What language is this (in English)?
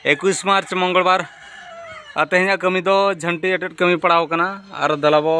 Santali